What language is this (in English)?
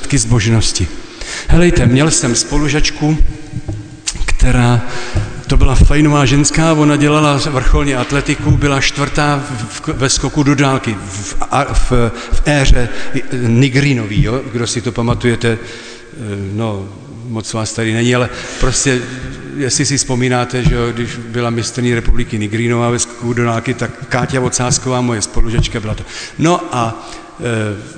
Czech